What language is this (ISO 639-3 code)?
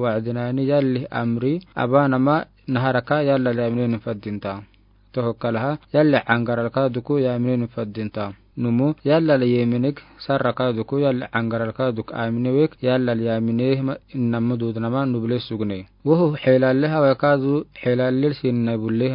aar